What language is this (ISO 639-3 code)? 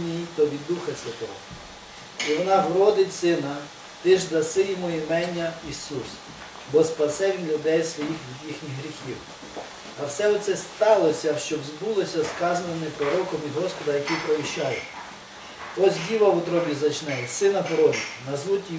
ukr